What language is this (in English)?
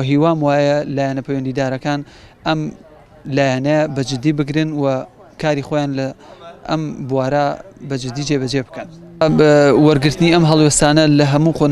Central Kurdish